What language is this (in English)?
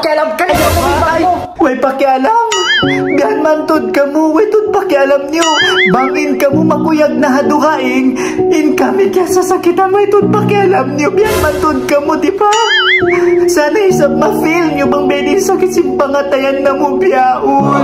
Tausug